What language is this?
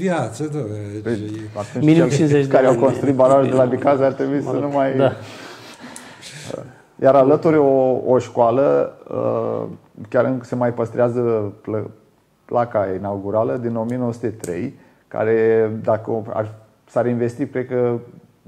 Romanian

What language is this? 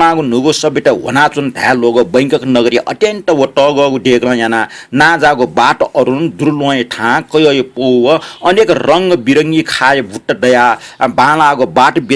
Newari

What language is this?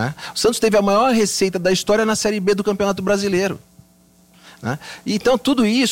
Portuguese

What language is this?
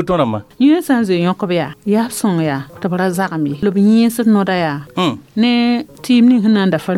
Mossi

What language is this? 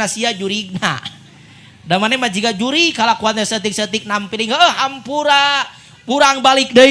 Sundanese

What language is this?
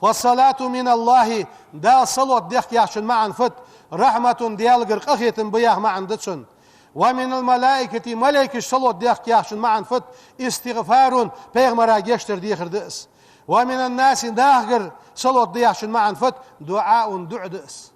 Ingush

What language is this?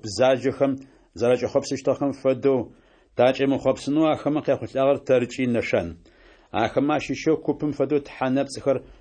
Adyghe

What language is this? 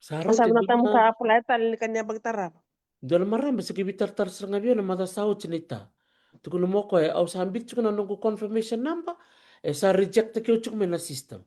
Fijian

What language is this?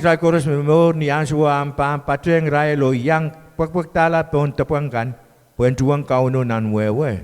Pohnpeian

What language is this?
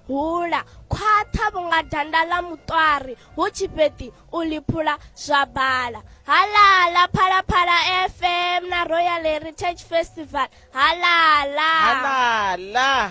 Venda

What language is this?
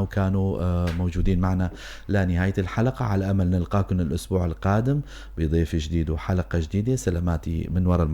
North Levantine Arabic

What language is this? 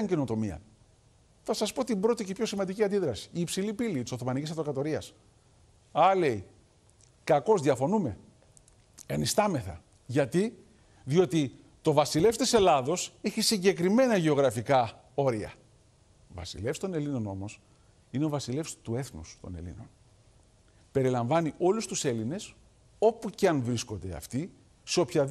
Greek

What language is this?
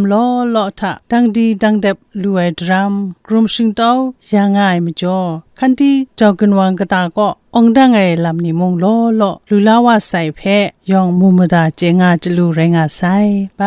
Kachin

